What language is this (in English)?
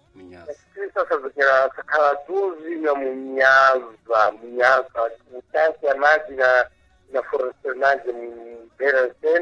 Sena